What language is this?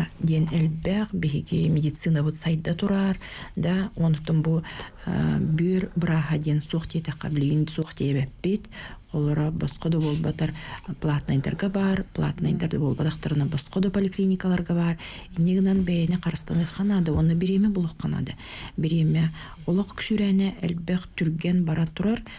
Yakut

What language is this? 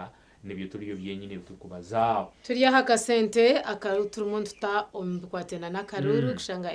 Nyankole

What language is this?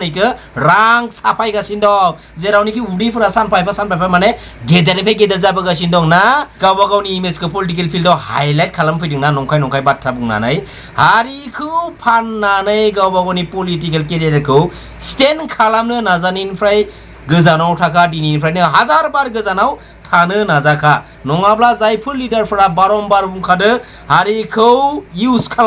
Bodo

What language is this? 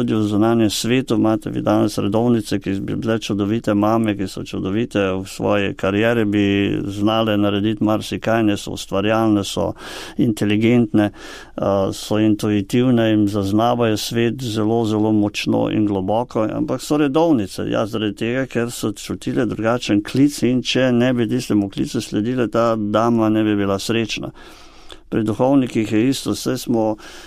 Slovenian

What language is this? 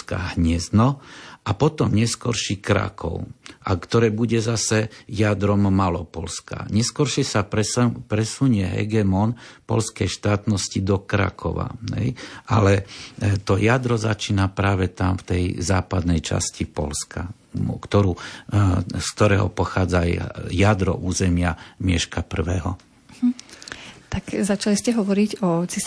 Slovak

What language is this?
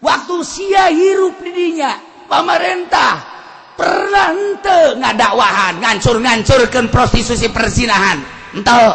Sundanese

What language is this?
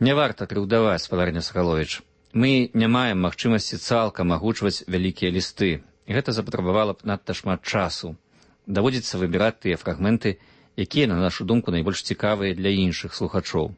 Belarusian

